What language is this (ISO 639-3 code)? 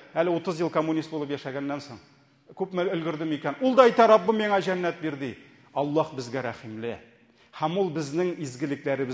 tat